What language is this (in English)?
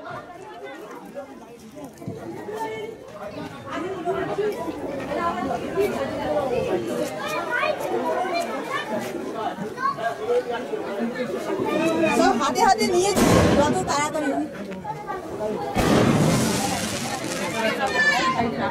Bangla